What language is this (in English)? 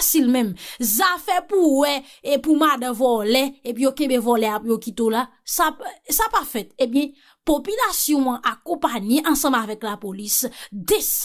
Haitian Creole